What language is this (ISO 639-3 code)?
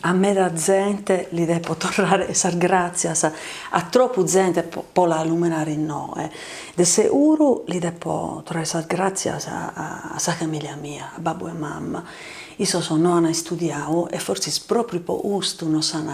srd